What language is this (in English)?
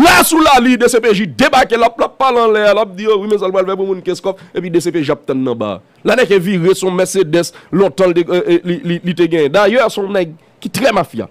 Haitian Creole